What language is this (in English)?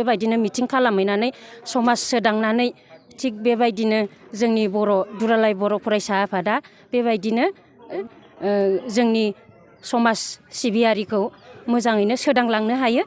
Bodo